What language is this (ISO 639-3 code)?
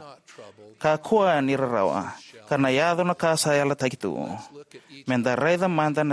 fij